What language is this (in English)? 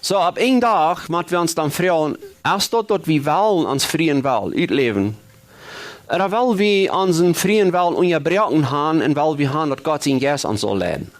Plautdietsch